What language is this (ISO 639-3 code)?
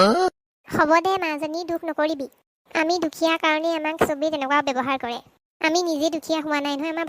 asm